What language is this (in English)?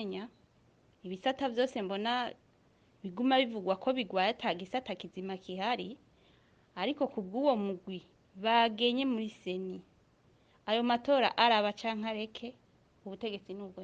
Rundi